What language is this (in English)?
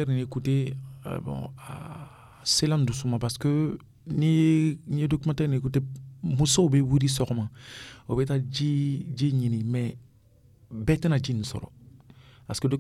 Dyula